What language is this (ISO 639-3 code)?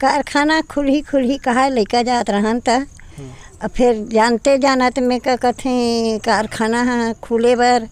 hne